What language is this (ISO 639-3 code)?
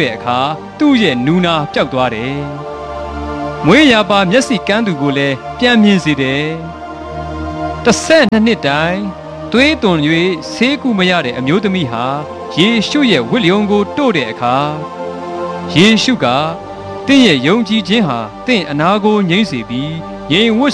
mya